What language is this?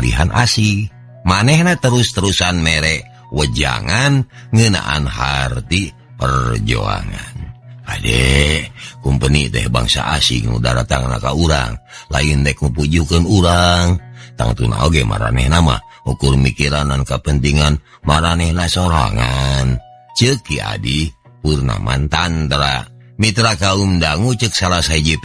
Sundanese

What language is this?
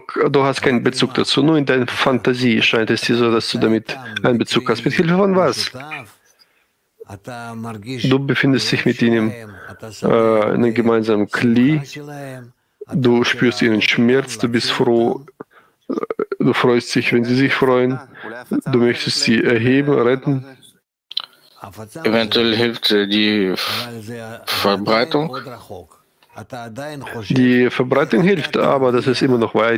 German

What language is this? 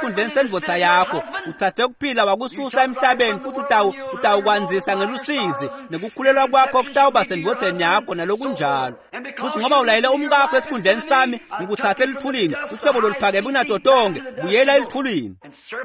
Swati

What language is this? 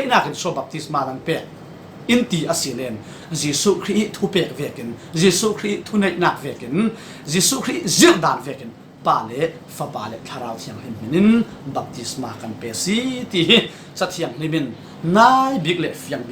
Falam Chin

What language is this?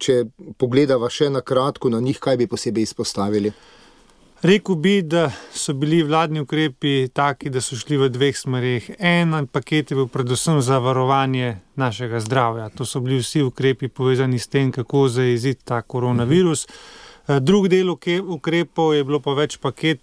Slovenian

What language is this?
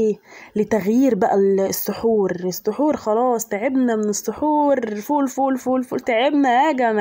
Egyptian Arabic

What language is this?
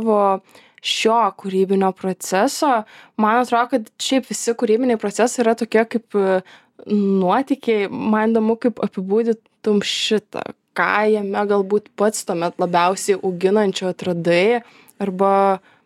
Lithuanian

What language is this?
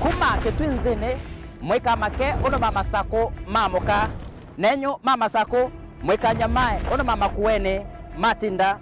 Kamba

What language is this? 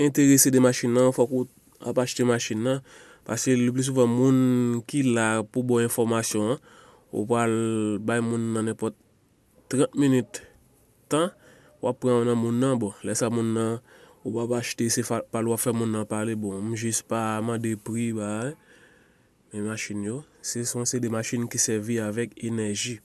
Haitian Creole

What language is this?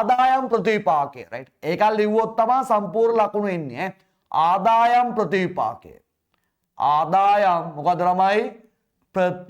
Sinhala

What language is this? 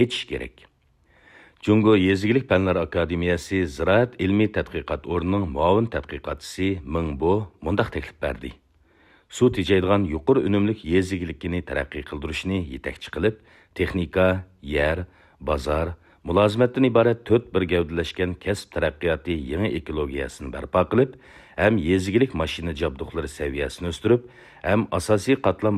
Uyghur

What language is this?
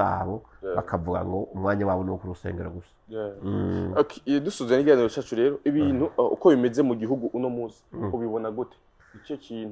Rundi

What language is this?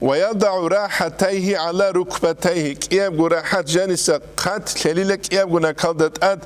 Avaric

